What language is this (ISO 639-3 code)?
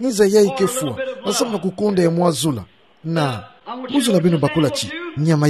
ktu